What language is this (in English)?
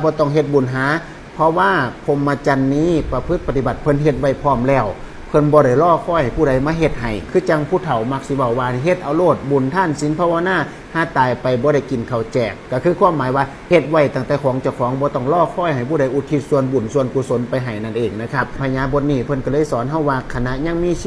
Northeastern Thai